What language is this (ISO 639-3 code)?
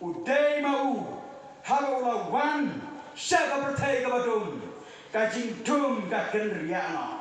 kha